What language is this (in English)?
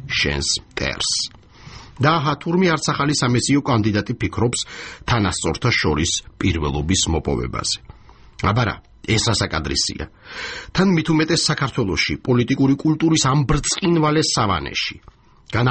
Georgian